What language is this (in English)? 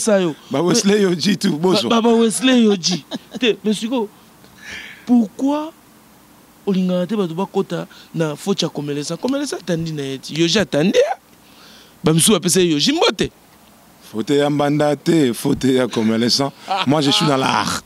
Lingala